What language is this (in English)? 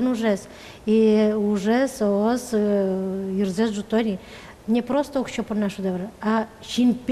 Udmurt